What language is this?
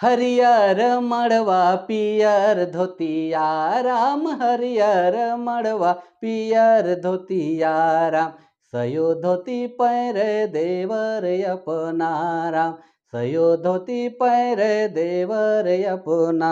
Sadri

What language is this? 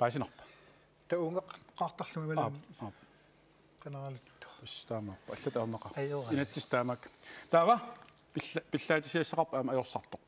Kalaallisut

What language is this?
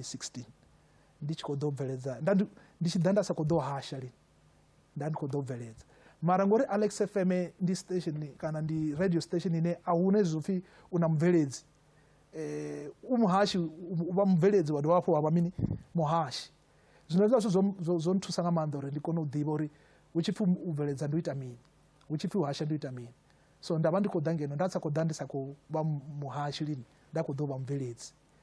Venda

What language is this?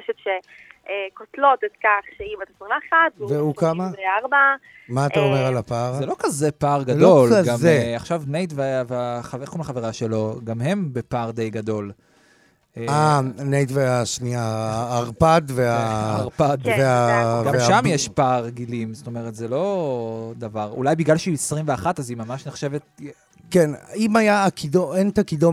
Hebrew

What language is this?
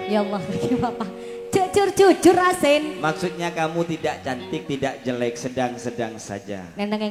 Madurese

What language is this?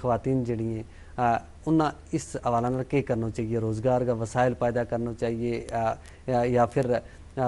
Gujari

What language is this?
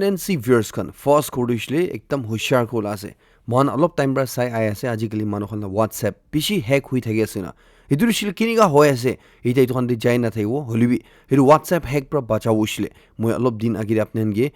Naga Pidgin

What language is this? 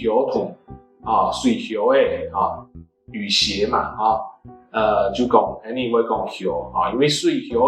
Hakka Chinese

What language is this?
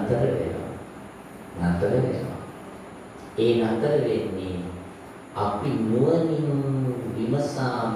Sinhala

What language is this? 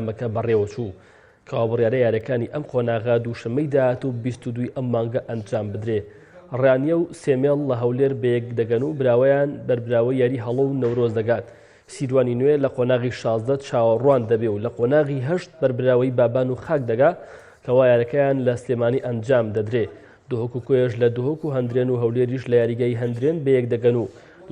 Central Kurdish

